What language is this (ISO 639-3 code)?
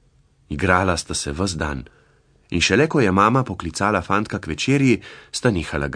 slv